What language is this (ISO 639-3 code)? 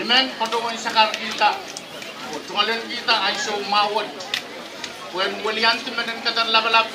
pon